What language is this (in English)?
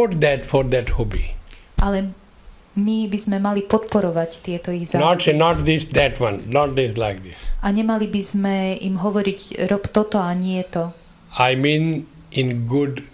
Slovak